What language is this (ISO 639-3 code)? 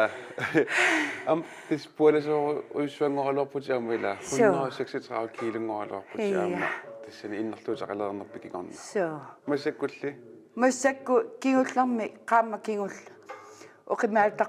kal